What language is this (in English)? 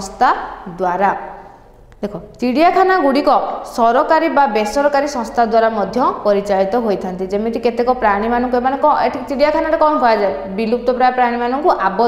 Odia